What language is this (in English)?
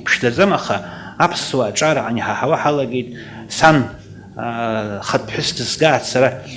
Abkhazian